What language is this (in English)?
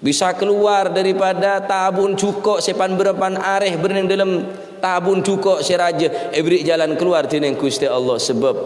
Madurese